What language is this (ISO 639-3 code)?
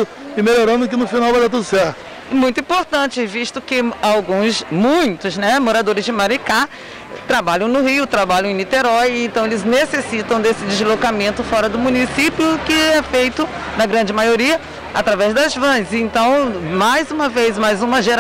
por